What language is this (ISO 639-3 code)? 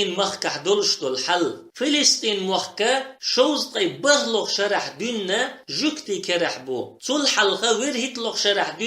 che